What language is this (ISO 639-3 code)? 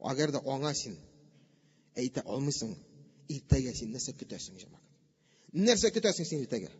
tat